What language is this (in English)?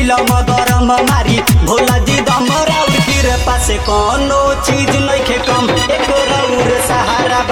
Bhojpuri